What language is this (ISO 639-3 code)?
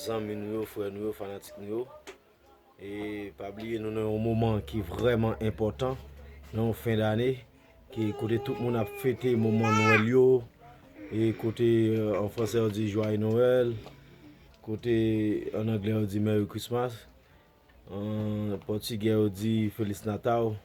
hat